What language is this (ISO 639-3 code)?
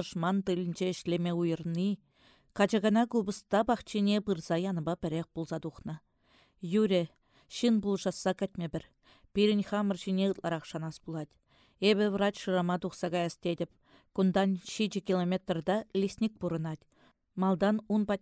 chv